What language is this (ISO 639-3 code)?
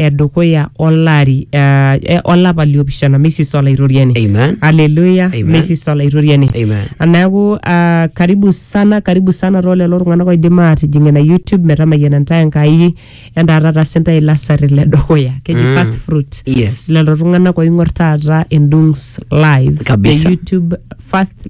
mas